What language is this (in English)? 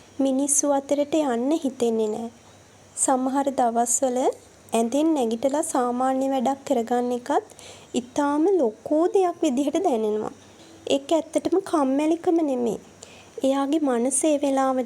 Sinhala